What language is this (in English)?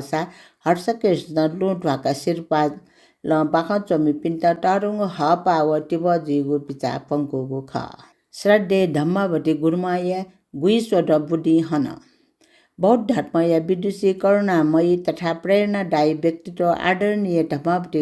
Newari